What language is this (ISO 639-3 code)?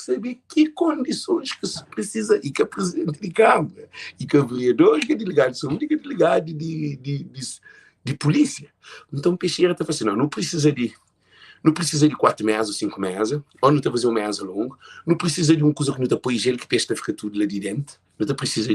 kea